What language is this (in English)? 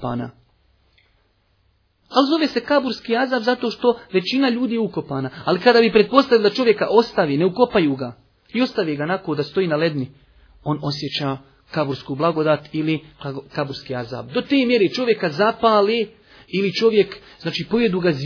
Bosnian